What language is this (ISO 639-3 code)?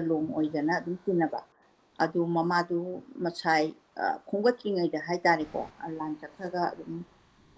mni